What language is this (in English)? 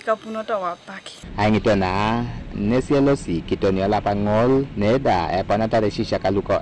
Teso